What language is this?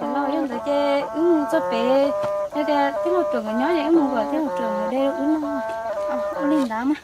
Hmong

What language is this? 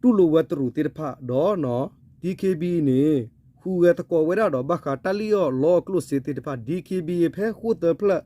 S'gaw Karen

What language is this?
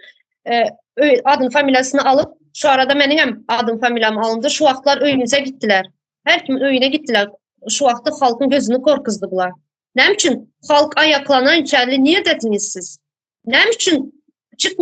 Turkmen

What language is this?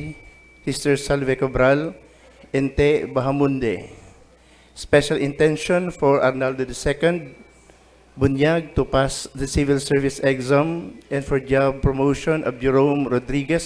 Bikol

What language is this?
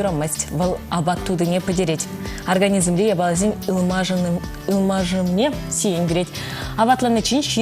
Chuvash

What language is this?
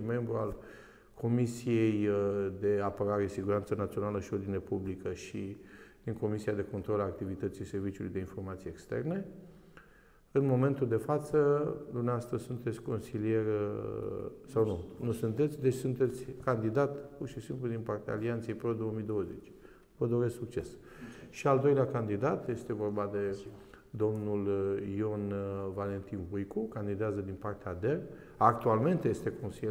Romanian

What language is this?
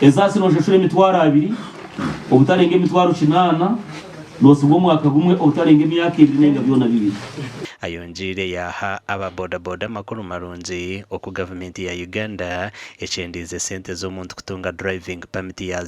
Nyankole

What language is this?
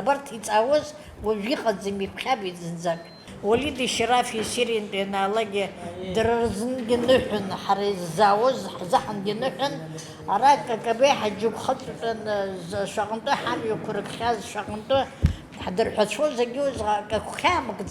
Abkhazian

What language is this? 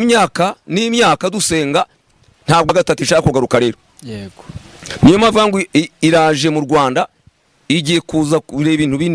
Kinyarwanda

